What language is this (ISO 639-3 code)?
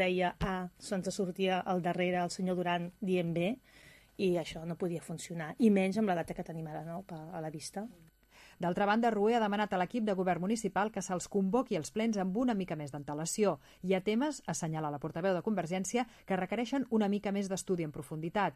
cat